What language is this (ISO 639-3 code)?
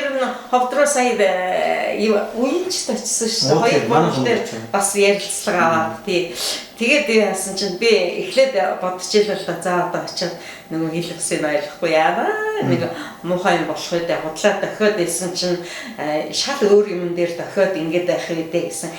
mon